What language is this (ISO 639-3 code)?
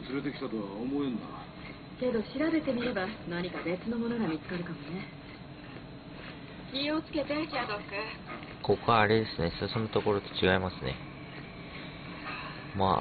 jpn